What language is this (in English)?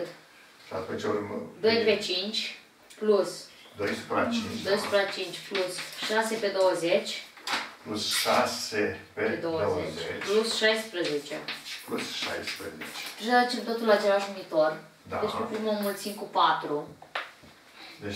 Romanian